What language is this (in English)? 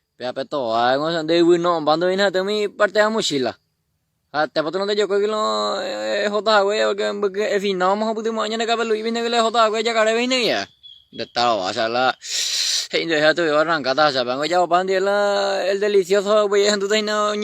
Guarani